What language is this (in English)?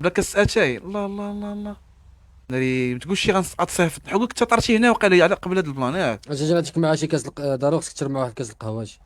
Moroccan Arabic